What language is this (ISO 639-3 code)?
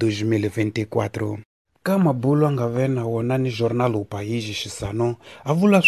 tso